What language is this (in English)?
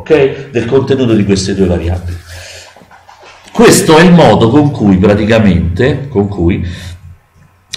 Italian